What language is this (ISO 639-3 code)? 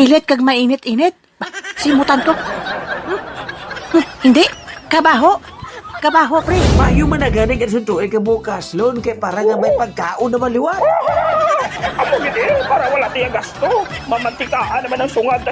hil